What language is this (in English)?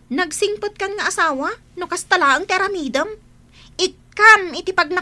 Iloko